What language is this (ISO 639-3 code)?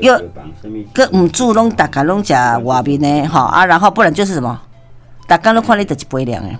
nan